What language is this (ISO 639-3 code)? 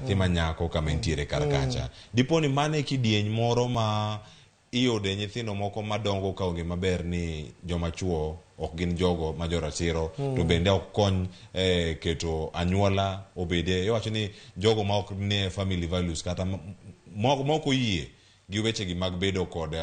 luo